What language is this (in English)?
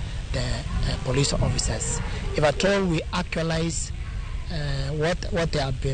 Luo (Kenya and Tanzania)